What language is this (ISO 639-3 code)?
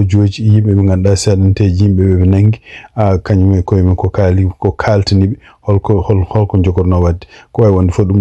ful